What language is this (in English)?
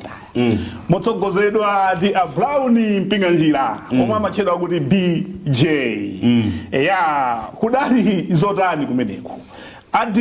Nyanja